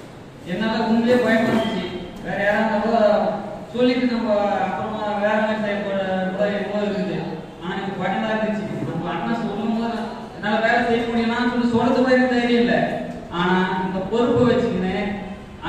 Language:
Tamil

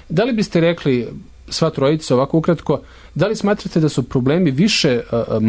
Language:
Serbian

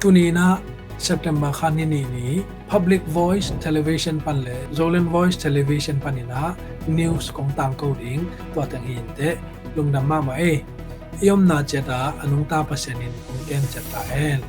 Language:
Tedim Chin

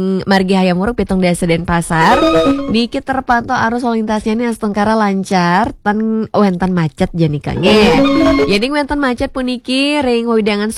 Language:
Balinese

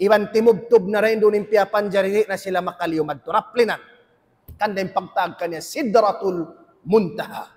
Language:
Tausug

